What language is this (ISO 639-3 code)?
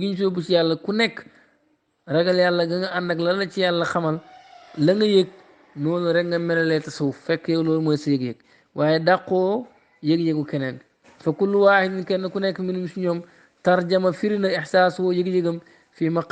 wol